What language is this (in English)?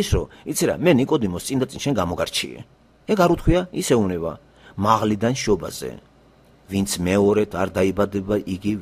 Georgian